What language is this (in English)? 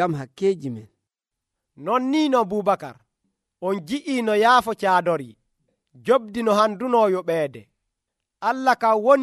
Nigerian Fulfulde